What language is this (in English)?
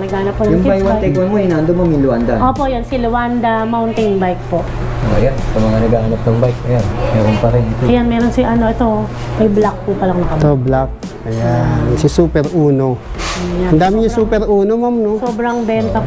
Filipino